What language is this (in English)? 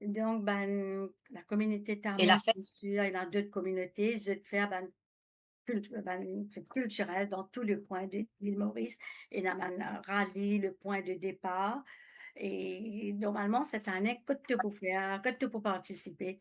Morisyen